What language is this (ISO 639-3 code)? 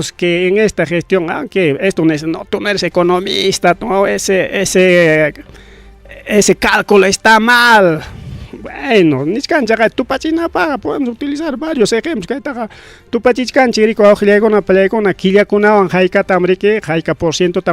quy